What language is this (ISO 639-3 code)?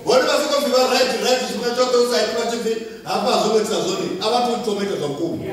ven